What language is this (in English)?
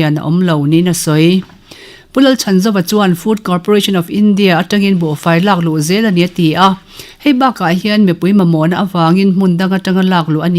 Mizo